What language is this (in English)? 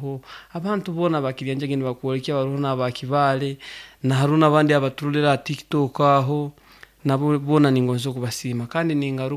Nyoro